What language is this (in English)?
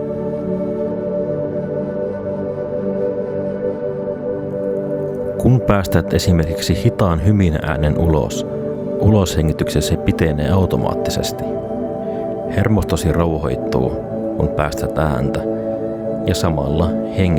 Finnish